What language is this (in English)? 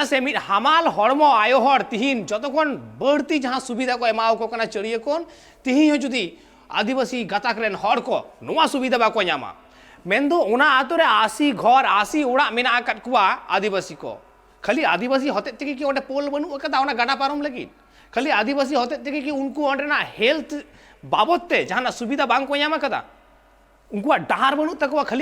Santali